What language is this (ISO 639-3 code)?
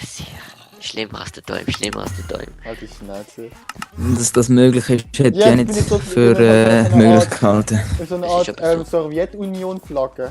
gsw